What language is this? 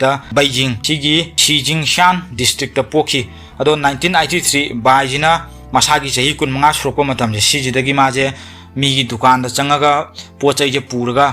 Manipuri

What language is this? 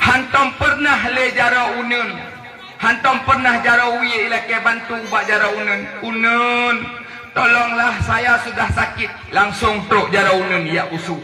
Achinese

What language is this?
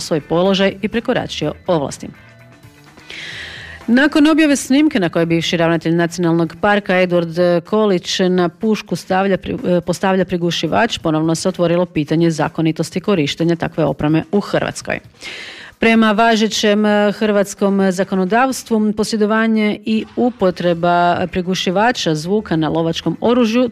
Croatian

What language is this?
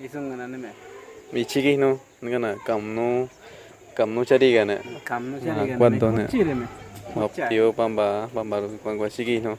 Awa-Cuaiquer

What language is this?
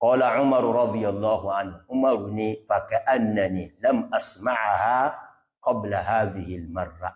Yoruba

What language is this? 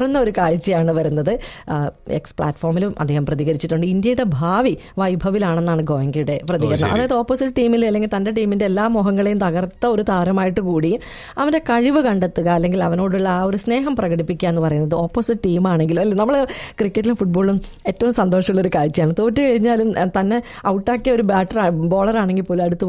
Malayalam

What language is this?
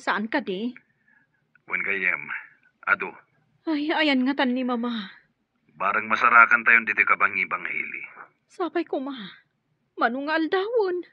Iloko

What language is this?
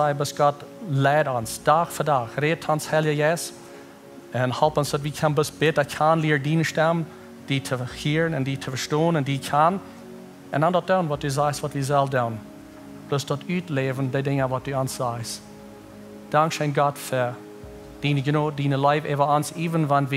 Plautdietsch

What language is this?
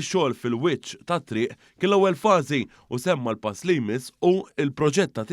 Maltese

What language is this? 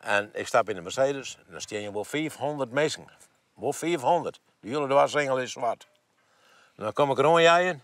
Western Frisian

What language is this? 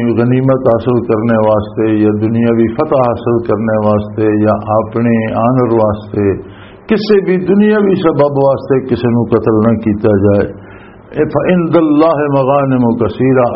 Western Panjabi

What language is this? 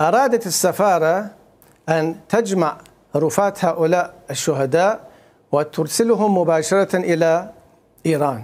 Mesopotamian Arabic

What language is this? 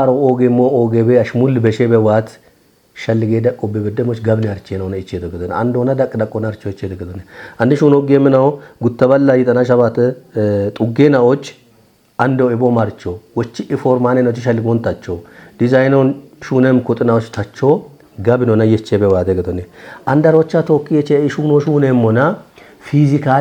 Kafa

